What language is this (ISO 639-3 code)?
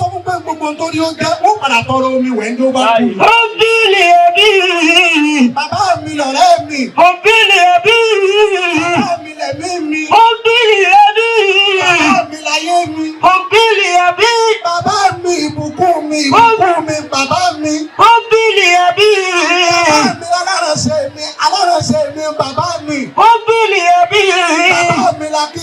yor